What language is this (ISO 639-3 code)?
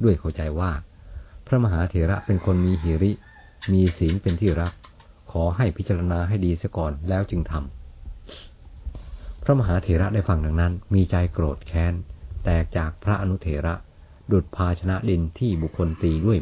tha